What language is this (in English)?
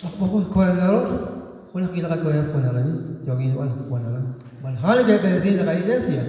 Kekchí